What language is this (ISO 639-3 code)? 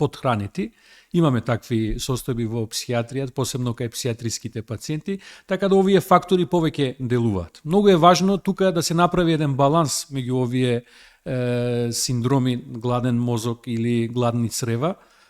mkd